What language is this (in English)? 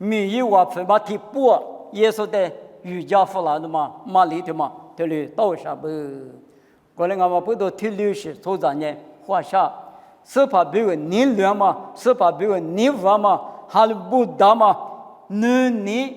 Lisu